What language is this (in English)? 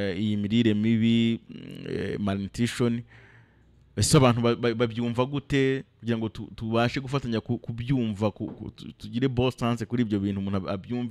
Kinyarwanda